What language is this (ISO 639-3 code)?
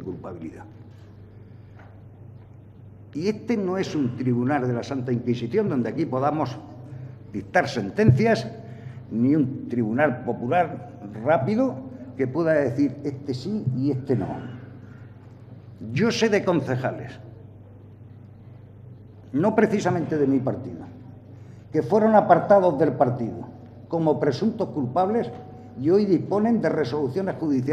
spa